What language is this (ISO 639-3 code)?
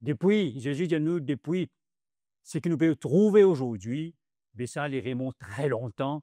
mfe